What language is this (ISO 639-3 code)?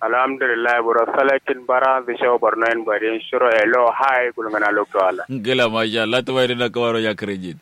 kau